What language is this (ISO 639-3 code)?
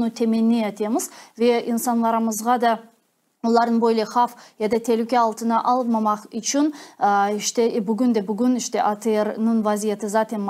crh